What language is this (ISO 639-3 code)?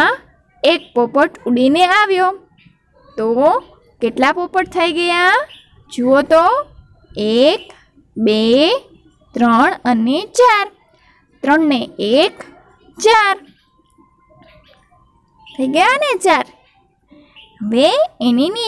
guj